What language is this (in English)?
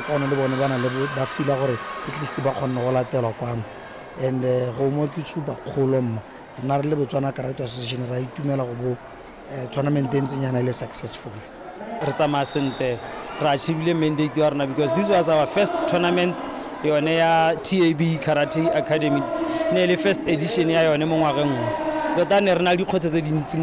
Tswana